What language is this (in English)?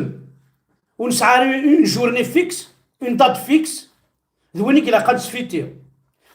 Kabyle